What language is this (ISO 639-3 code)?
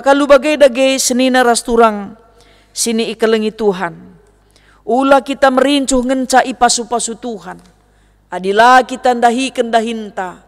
btx